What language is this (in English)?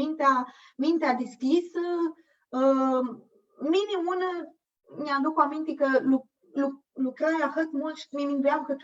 Aromanian